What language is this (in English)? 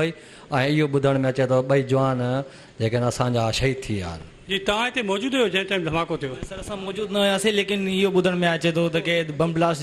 Sindhi